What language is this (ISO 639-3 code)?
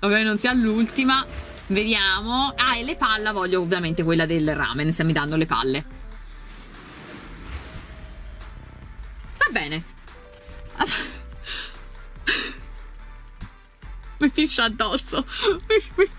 ita